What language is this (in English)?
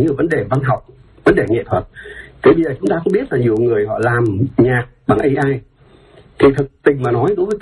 Vietnamese